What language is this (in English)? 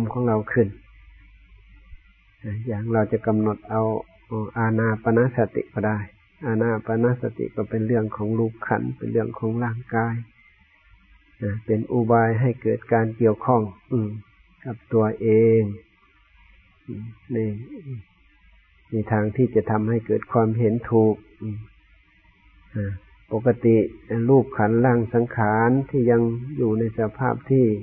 Thai